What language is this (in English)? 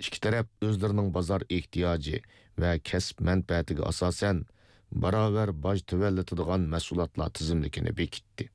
Uyghur